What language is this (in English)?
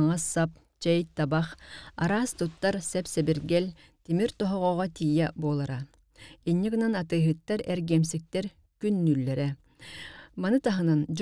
Yakut